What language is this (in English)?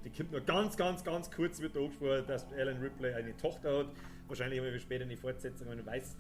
Bavarian